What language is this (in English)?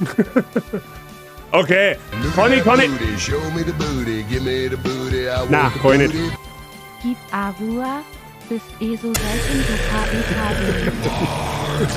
Bavarian